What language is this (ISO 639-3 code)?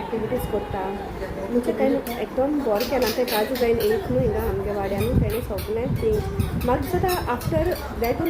kok